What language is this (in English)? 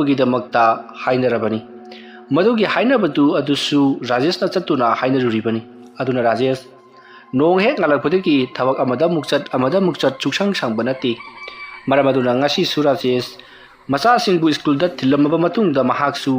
Manipuri